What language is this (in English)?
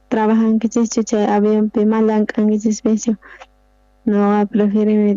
South Bolivian Quechua